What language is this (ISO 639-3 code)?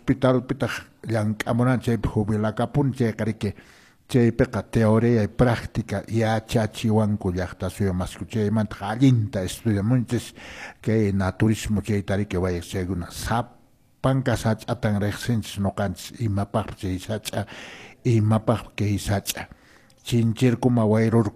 que